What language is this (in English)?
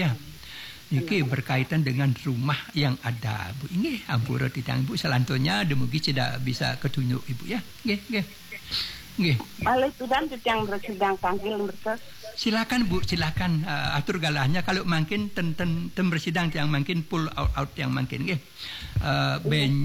Balinese